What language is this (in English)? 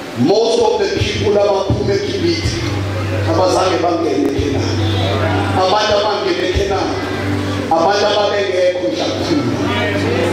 Zulu